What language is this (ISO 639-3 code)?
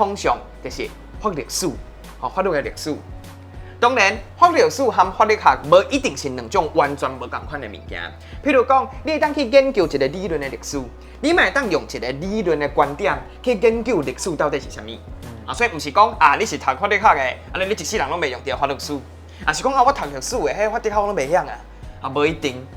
nan